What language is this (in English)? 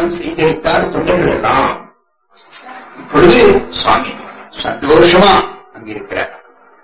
Tamil